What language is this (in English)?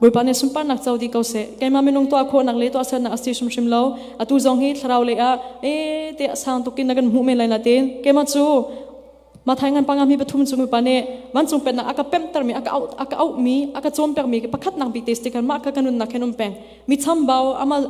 Hakha Chin